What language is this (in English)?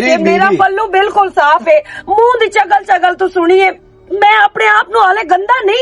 Western Panjabi